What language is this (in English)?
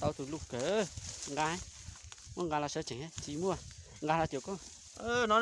Hmong